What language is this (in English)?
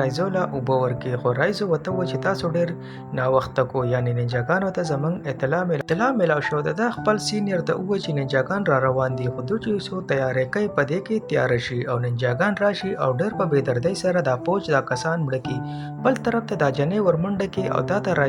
Pashto